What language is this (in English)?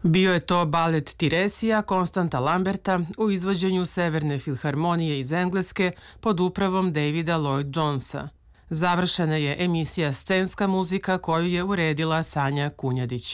Serbian